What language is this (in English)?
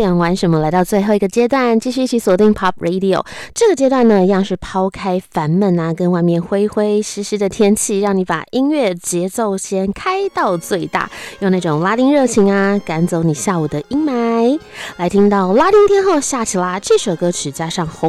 Chinese